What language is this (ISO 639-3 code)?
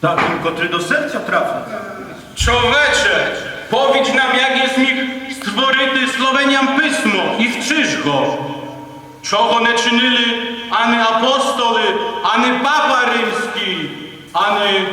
rue